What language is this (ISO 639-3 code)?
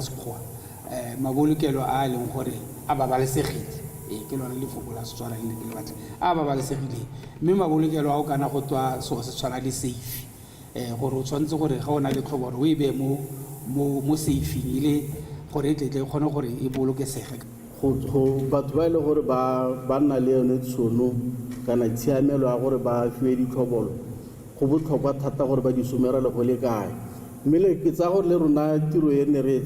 tsn